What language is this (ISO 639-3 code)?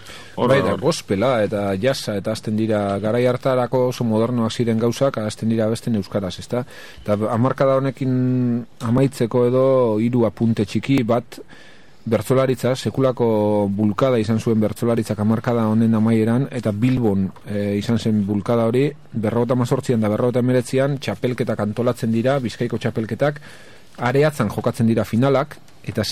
eus